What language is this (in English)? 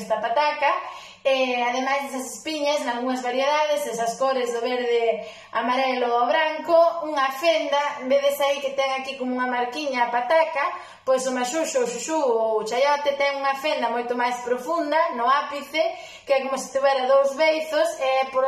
Galician